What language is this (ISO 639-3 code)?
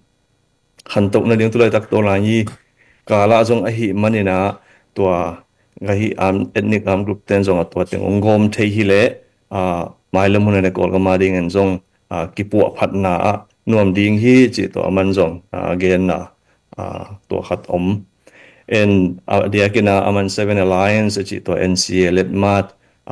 ctd